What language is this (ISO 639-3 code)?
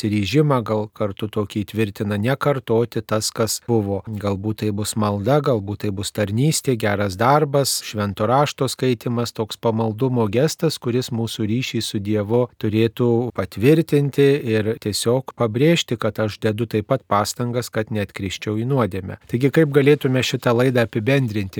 lit